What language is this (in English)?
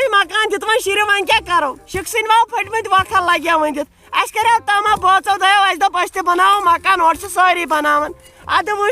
Kashmiri